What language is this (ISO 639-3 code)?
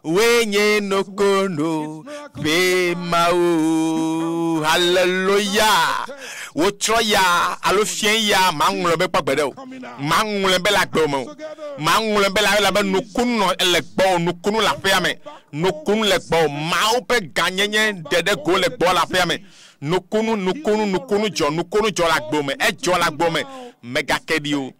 ewe